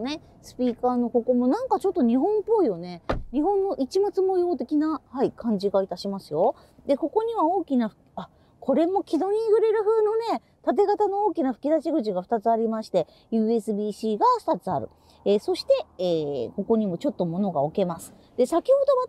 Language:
Japanese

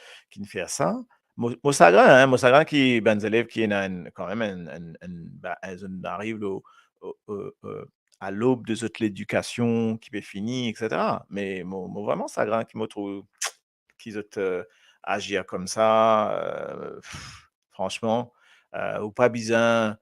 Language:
Morisyen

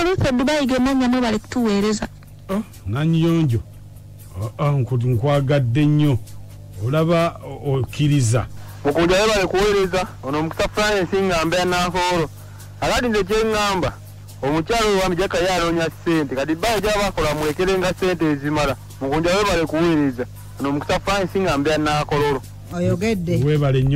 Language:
Ganda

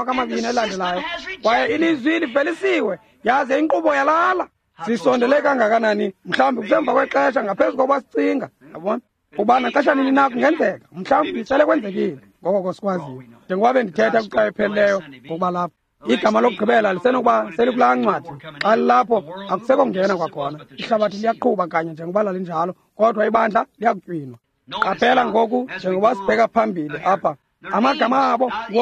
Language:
Xhosa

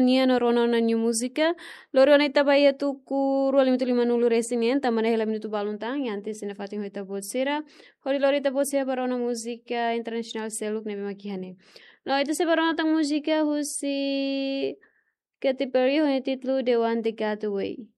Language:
Tetum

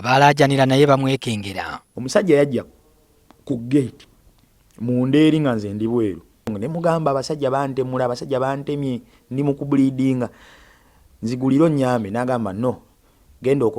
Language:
Ganda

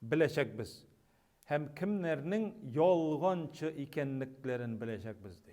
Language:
Tatar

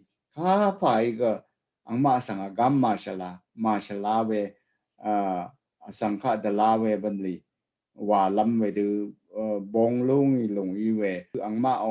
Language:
Rawang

